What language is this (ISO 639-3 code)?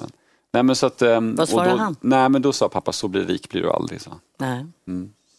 swe